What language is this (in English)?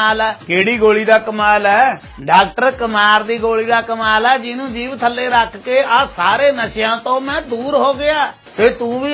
Punjabi